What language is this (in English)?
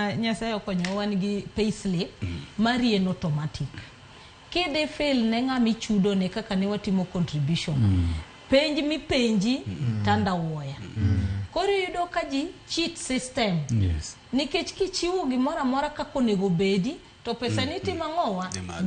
Luo (Kenya and Tanzania)